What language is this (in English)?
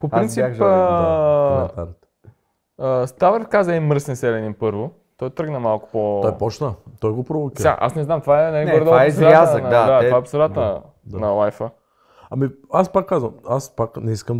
Bulgarian